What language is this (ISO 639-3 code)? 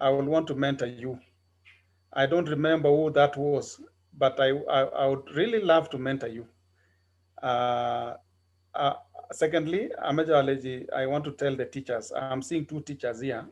kln